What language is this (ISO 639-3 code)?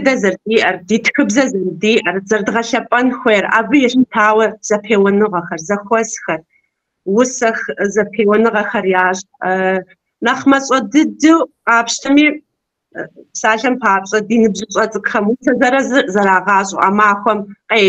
kbd